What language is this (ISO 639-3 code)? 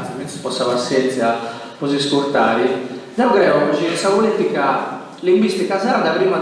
srd